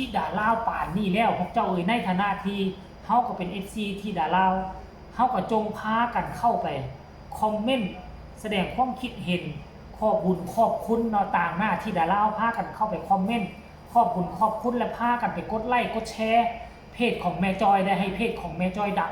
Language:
Lao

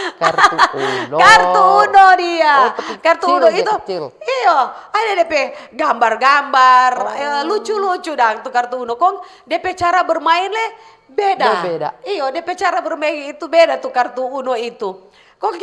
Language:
Manado Malay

